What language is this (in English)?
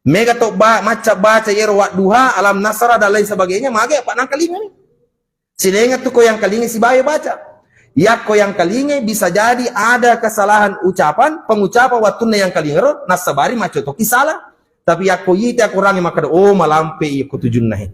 Buginese